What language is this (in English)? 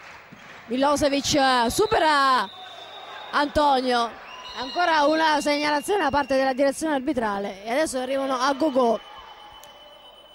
Italian